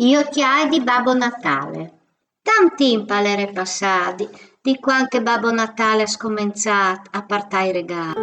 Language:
Friulian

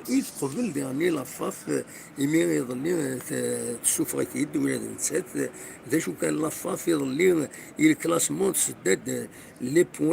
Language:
Kabyle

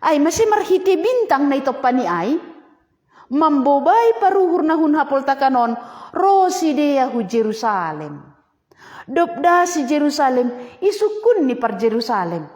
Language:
Batak Simalungun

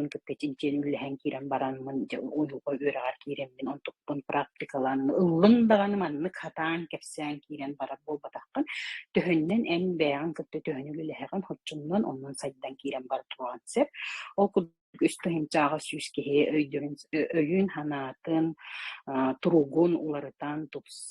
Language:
Yakut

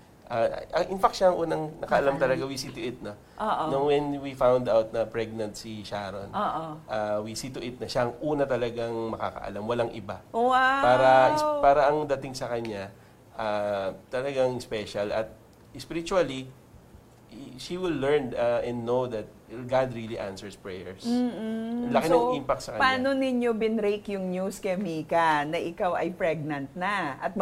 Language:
Filipino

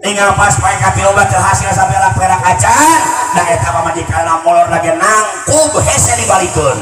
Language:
Sundanese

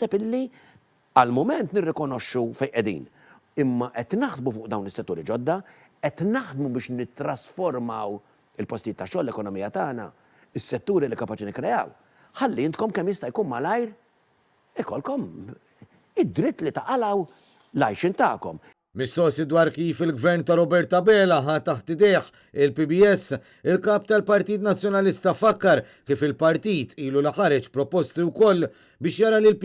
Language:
Maltese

